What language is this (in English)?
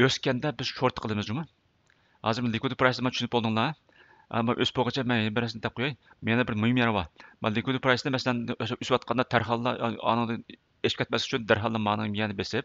Uyghur